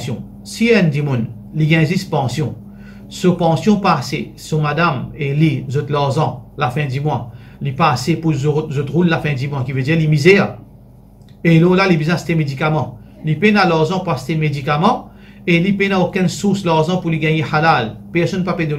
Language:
Morisyen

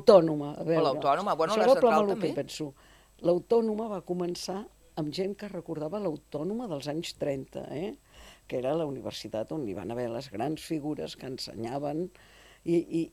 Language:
Catalan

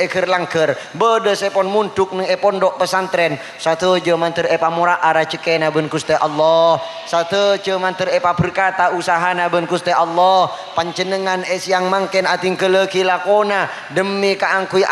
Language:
Madurese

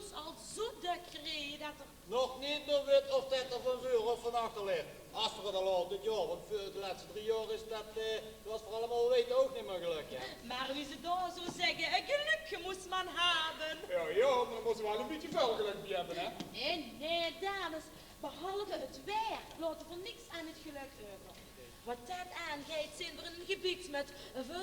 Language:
Limburgish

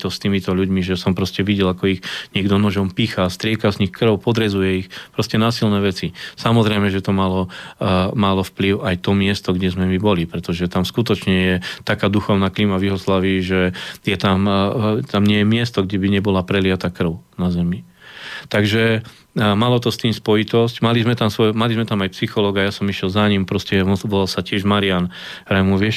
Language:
Slovak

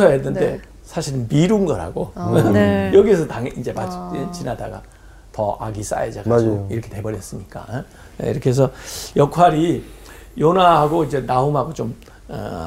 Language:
Korean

